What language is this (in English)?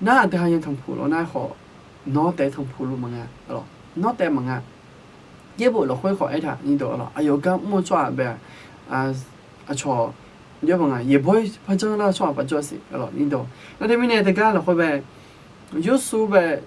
Akha